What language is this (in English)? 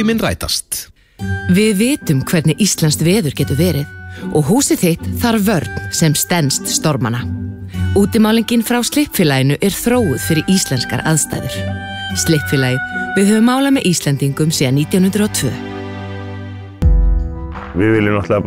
Icelandic